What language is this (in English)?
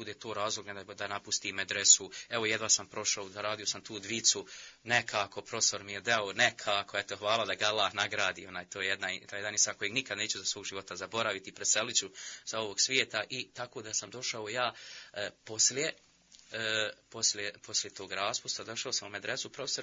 Bosnian